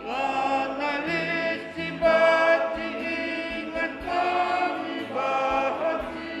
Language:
Batak Karo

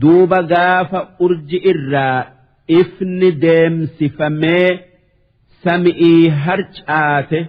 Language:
Oromo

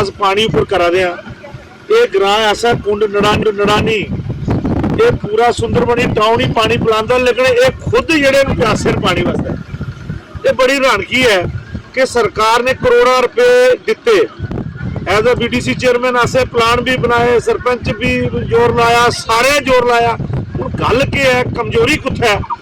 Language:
Dogri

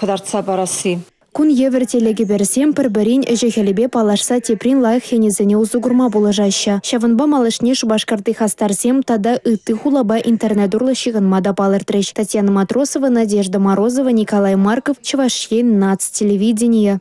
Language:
Chuvash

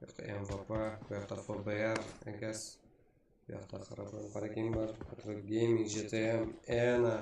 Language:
Kara-Kalpak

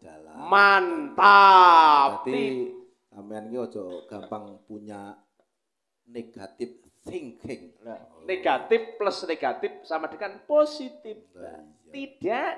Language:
Javanese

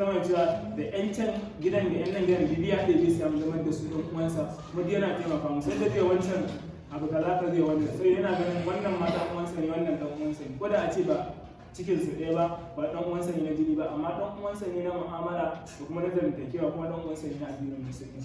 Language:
Hausa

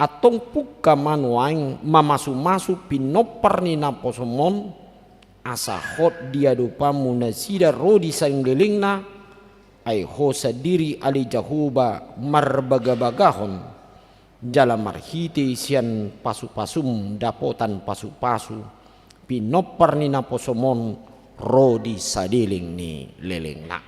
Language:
Batak Toba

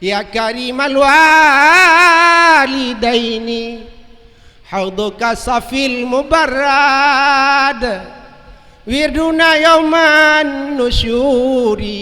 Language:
Achinese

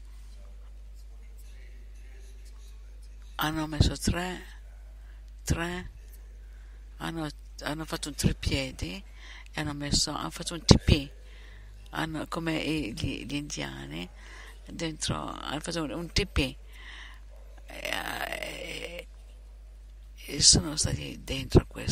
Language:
Italian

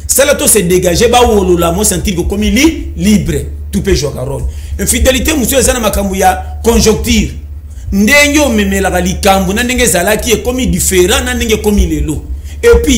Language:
Lingala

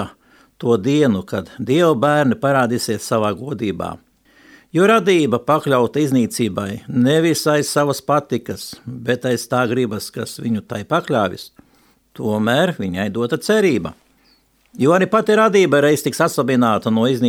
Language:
Latvian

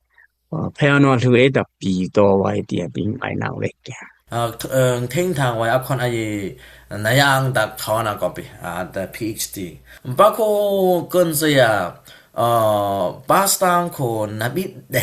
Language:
Dimasa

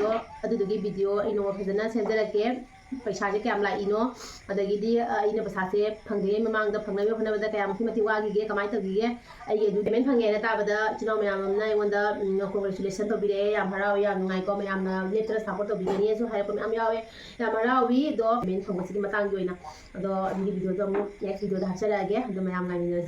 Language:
Manipuri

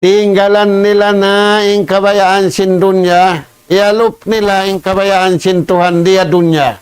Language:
Tausug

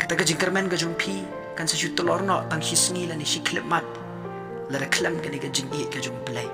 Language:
Khasi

